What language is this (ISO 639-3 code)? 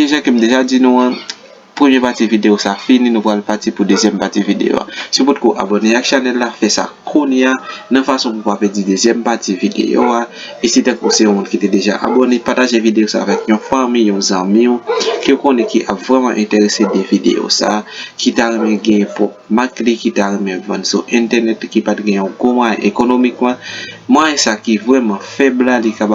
hat